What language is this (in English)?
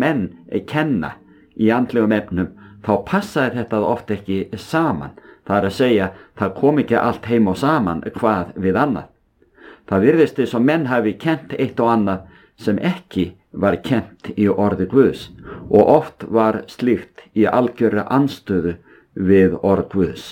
Icelandic